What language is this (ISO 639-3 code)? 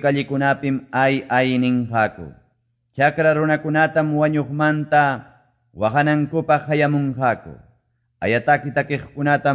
que